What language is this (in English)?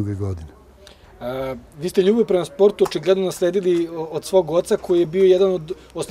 Serbian